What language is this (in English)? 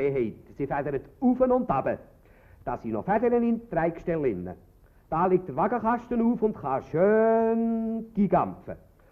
Swiss German